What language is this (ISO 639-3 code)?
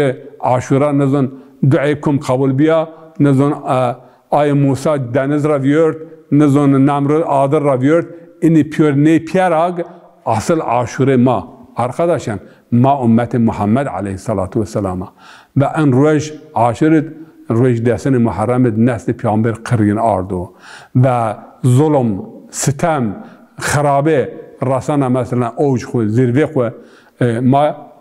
zza